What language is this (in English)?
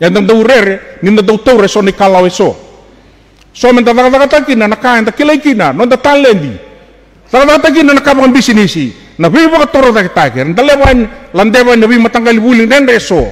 Fijian